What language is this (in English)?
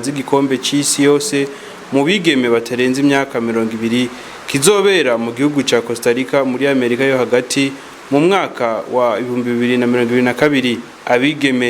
Rundi